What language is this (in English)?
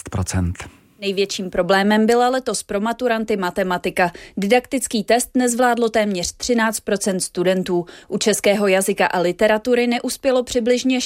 Czech